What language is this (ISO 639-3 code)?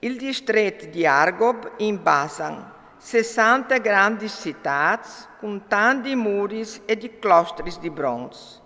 fur